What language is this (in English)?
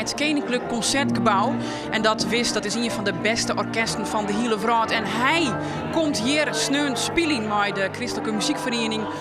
Western Frisian